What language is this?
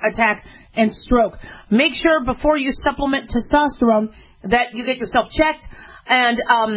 English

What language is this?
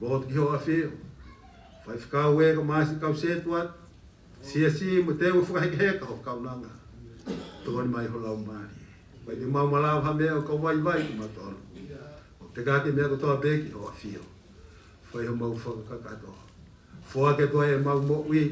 Tongan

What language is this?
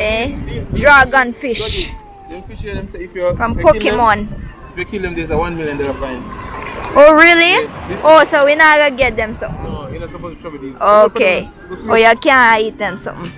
Jamaican Creole English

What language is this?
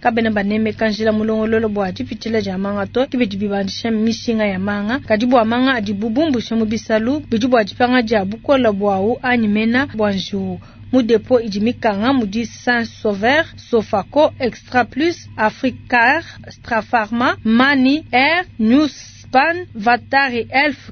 Luba-Lulua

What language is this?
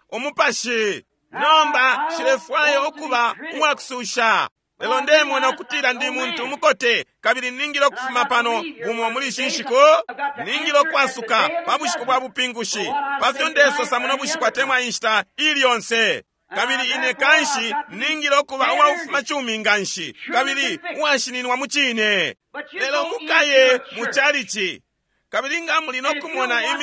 Bemba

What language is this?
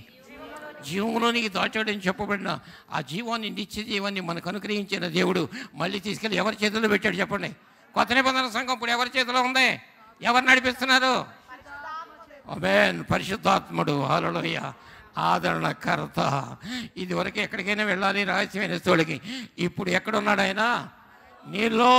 Telugu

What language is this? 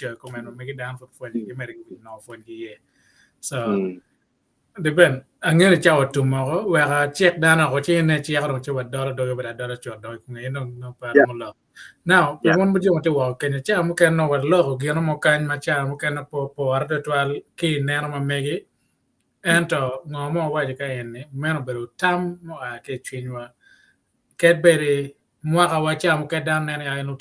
Acoli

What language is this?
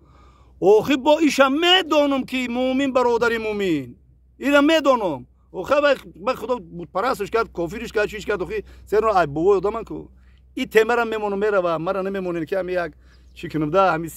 Tajik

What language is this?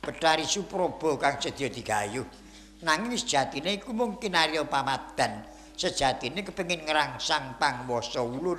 Javanese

